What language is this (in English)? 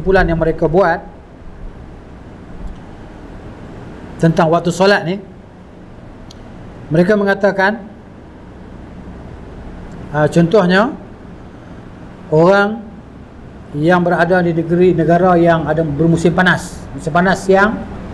Malay